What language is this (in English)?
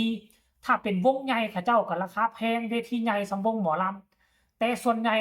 Northeastern Thai